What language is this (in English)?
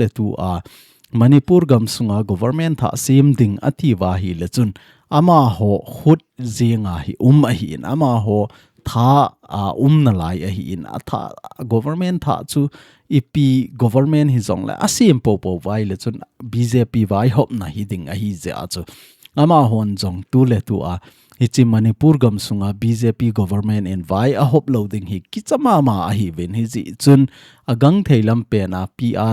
Thado Chin